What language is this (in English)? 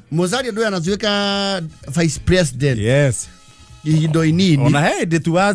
Kikuyu